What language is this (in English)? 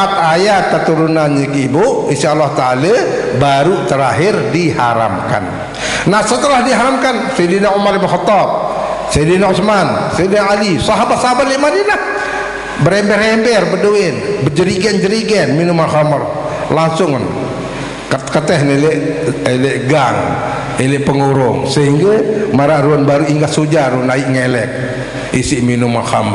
Sasak